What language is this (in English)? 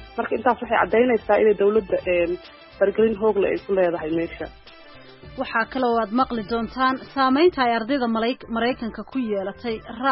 Somali